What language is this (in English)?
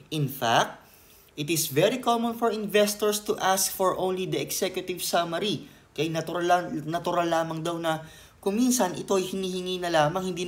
Filipino